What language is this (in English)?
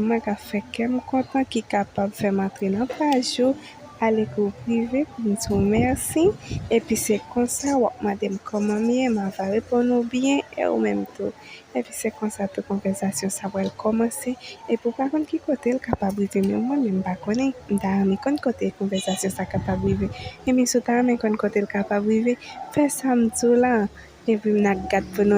Haitian Creole